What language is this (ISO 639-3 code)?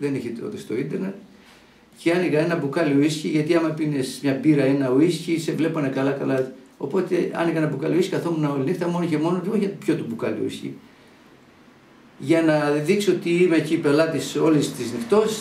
ell